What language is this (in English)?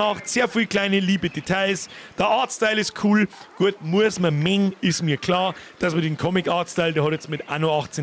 Bavarian